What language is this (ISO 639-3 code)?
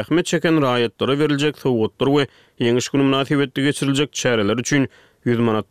tuk